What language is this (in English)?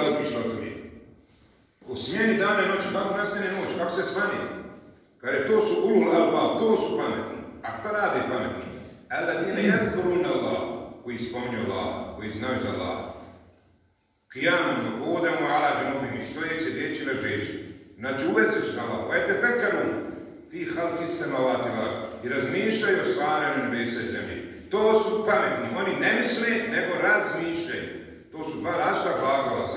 Bosnian